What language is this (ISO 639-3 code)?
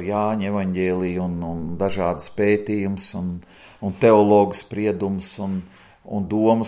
lav